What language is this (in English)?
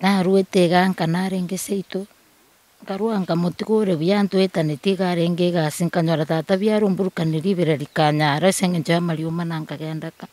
Gusii